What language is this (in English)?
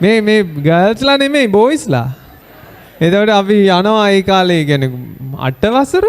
Sinhala